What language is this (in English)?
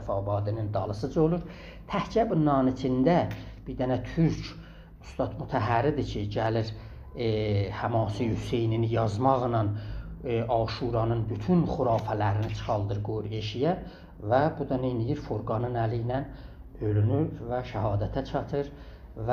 South Azerbaijani